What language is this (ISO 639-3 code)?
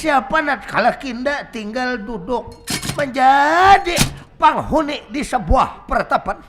bjn